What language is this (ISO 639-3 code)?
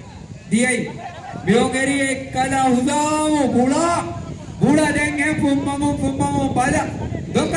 div